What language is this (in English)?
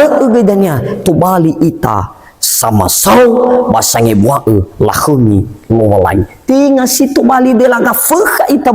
Nias